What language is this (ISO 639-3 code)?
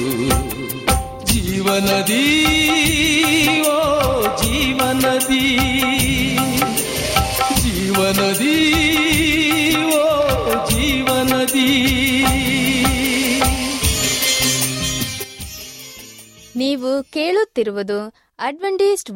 kan